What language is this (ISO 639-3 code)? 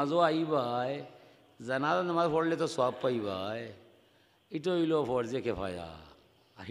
syl